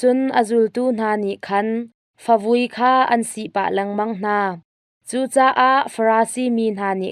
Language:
Hakha Chin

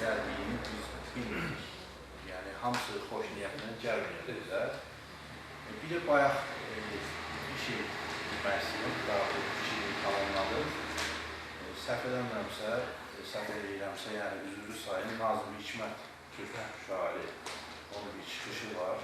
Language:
Azerbaijani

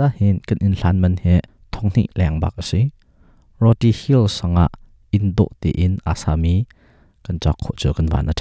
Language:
Hakha Chin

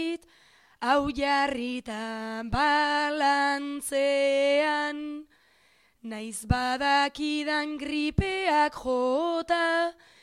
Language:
Basque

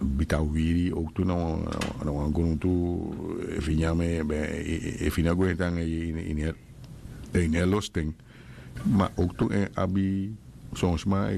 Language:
Sranan Tongo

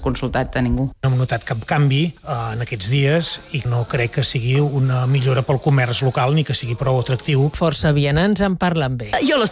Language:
Catalan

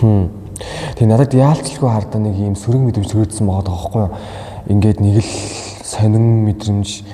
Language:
Mongolian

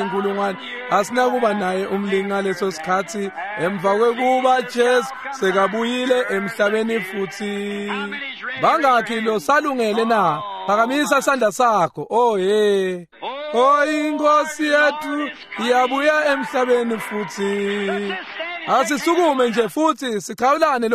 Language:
Swati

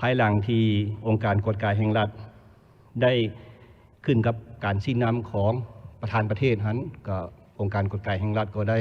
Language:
Lao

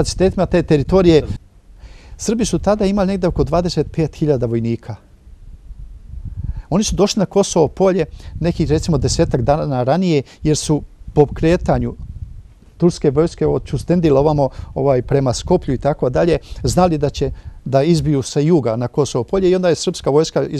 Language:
Serbian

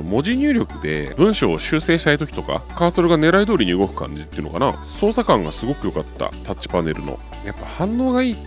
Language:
Japanese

